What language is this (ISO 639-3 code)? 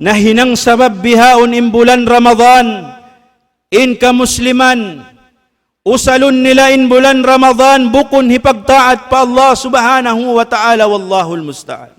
tsg